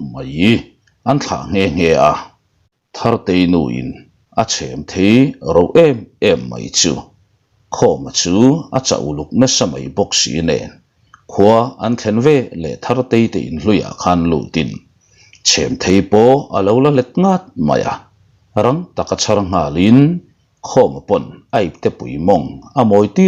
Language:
Mizo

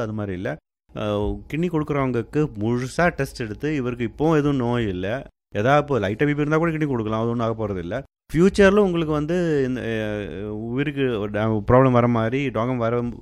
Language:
Tamil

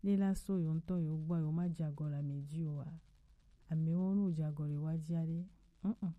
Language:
Gen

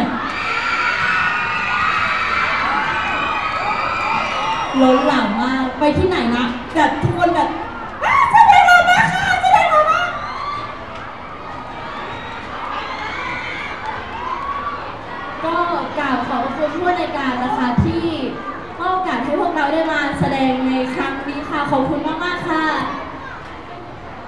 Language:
Thai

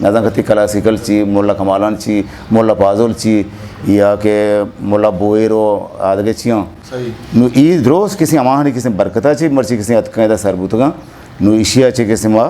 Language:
Eastern Balochi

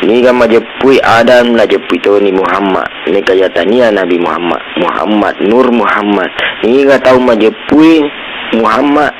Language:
Buginese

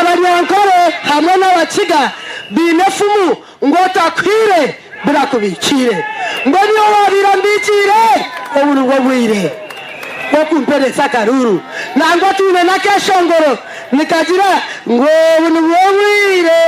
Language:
Nyankole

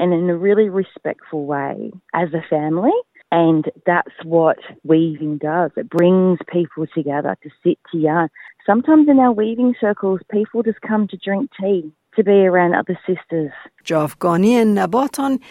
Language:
Kurdish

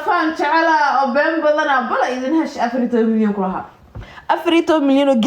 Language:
Somali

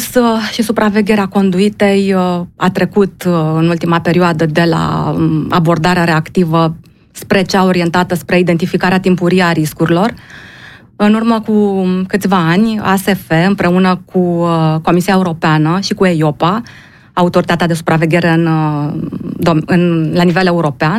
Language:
Romanian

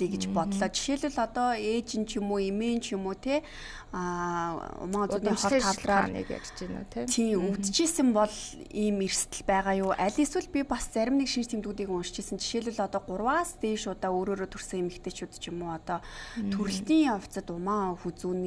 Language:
Mongolian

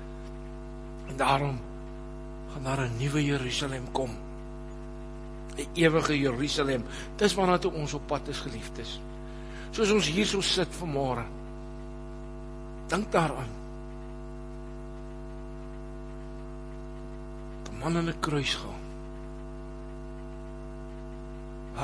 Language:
Afrikaans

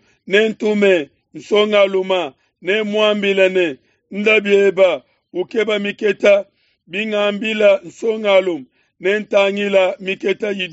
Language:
Luba-Lulua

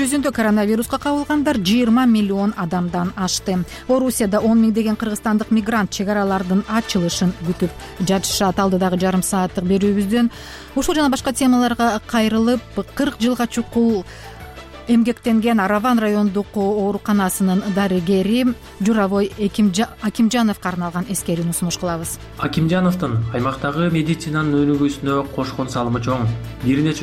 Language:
Kyrgyz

